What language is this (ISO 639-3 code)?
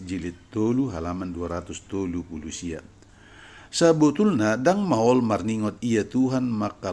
bbc